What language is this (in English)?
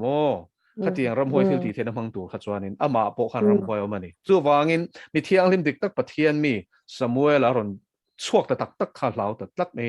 Mizo